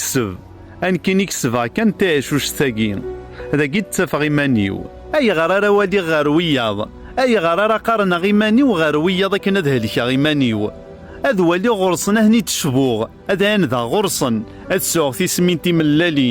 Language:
Kabyle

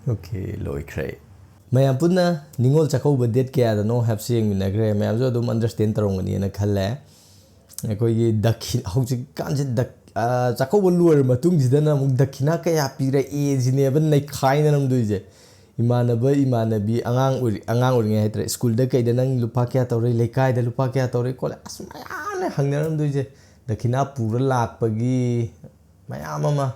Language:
Manipuri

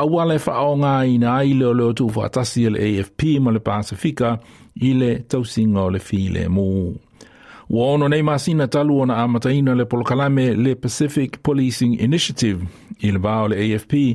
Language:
Samoan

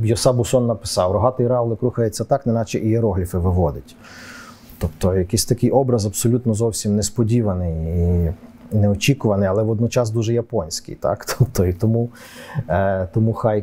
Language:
Ukrainian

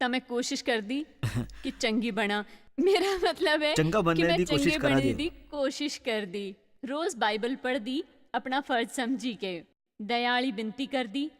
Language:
Dogri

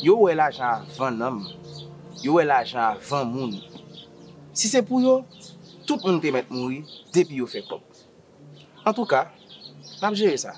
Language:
Haitian Creole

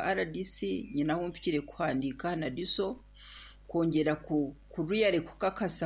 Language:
Nyankole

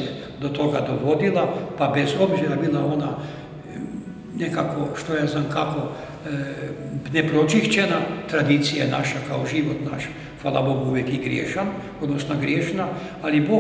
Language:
Croatian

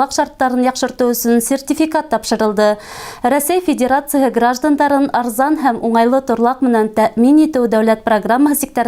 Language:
Bashkir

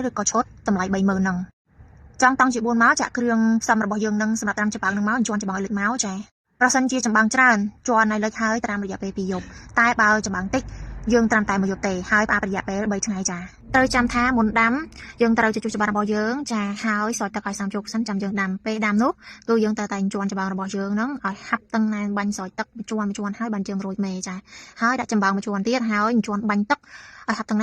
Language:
Khmer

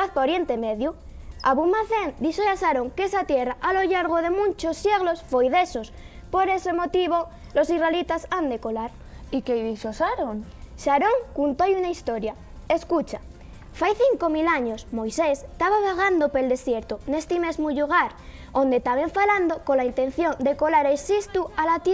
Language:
Asturian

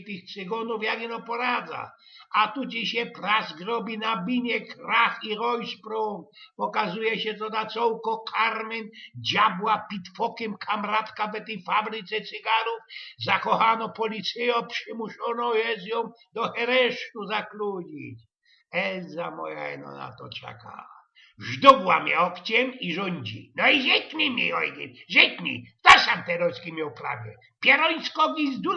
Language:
Silesian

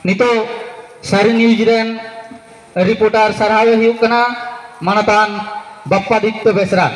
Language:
Santali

